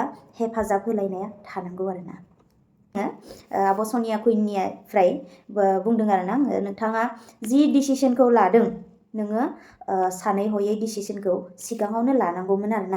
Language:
Bodo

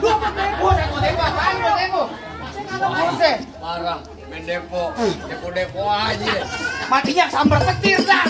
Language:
Betawi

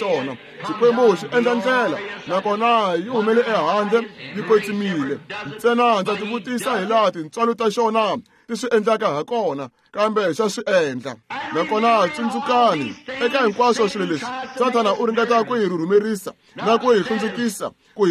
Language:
Tsonga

